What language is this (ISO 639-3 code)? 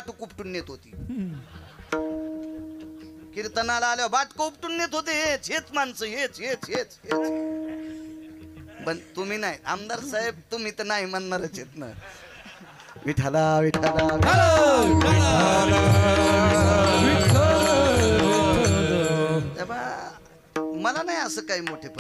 mar